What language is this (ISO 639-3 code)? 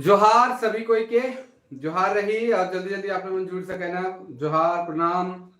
sck